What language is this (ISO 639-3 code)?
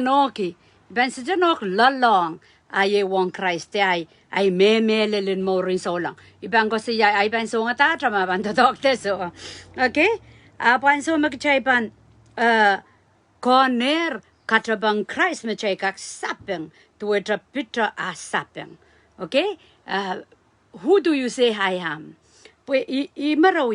pon